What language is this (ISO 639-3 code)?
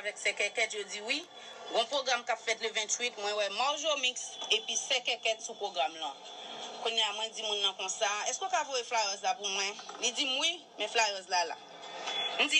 hat